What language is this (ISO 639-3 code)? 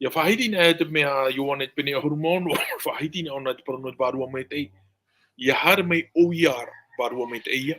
tah